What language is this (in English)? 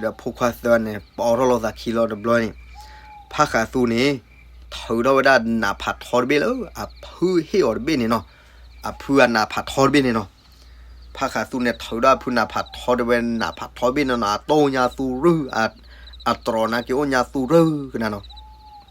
S'gaw Karen